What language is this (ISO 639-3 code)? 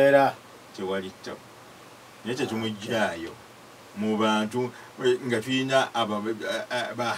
lug